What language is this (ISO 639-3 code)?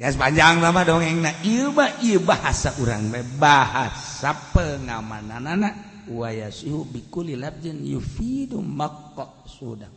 sun